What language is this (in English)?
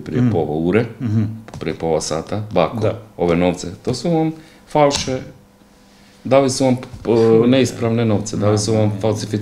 Croatian